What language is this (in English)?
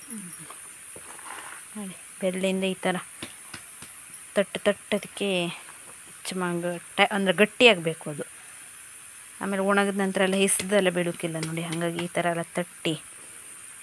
Kannada